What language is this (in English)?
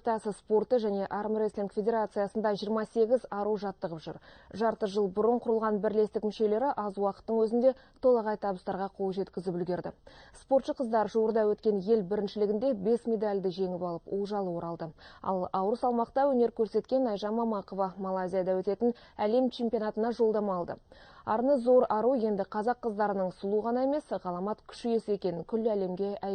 Kazakh